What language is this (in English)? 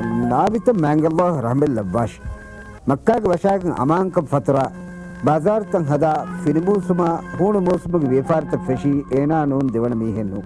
Divehi